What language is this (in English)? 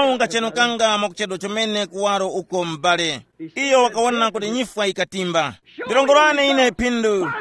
Tumbuka